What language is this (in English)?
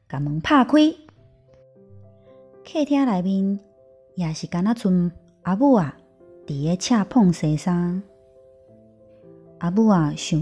Min Nan Chinese